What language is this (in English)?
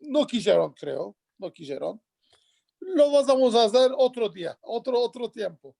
Ladino